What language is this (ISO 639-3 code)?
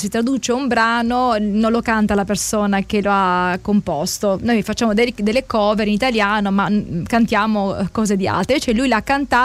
ita